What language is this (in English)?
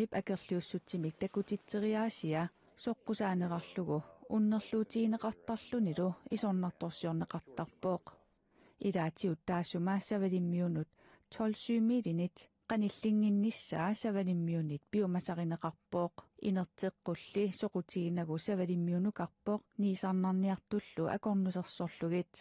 Kalaallisut